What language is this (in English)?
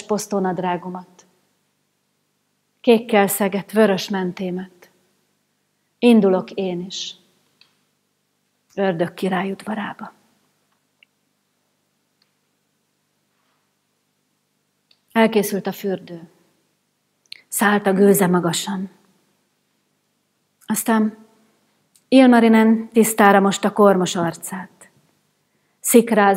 Hungarian